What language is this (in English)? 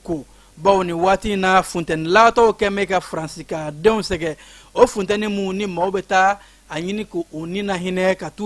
Bambara